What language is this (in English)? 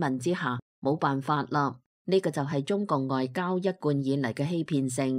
Cantonese